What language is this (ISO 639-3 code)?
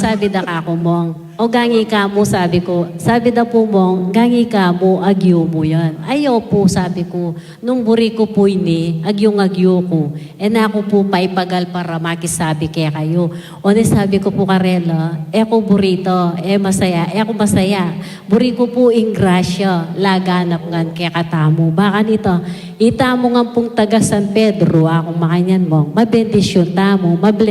pam